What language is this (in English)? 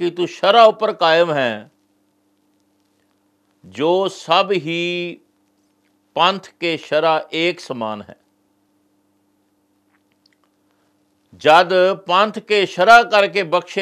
Punjabi